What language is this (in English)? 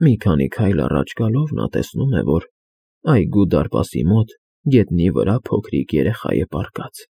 Armenian